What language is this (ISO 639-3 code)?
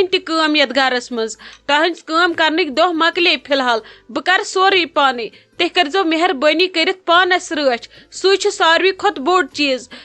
kas